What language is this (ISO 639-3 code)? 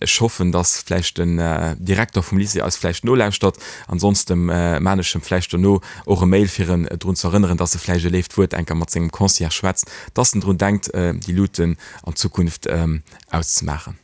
ltz